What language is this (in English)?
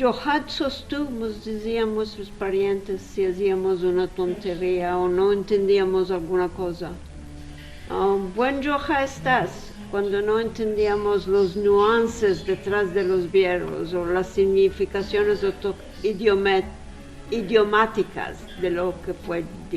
Ladino